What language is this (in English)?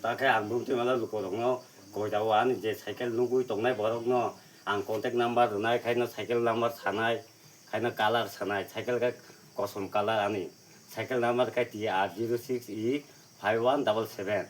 Kok Borok